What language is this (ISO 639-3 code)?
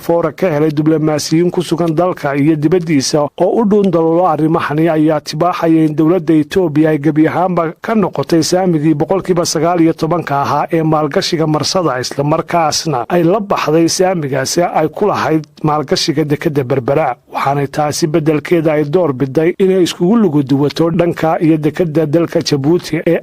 som